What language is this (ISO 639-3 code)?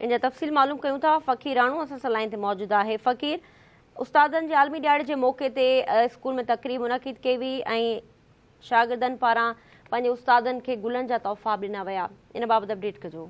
snd